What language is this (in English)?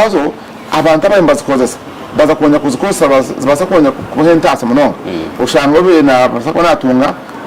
Nyankole